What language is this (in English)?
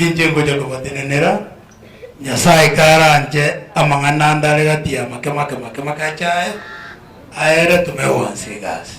Gusii